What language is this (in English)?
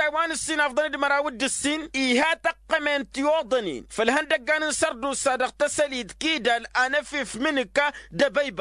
Tamasheq